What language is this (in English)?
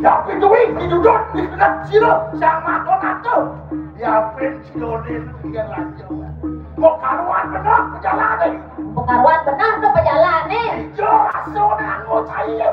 Balinese